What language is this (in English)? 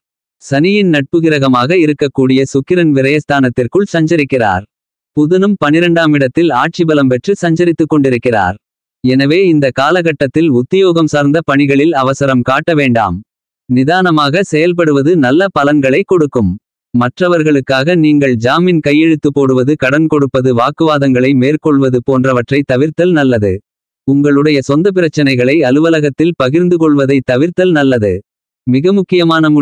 Tamil